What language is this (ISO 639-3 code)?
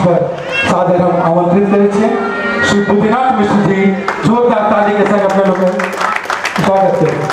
mai